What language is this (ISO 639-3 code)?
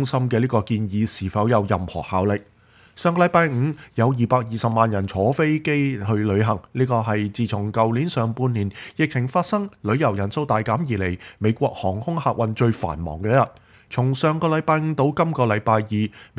yue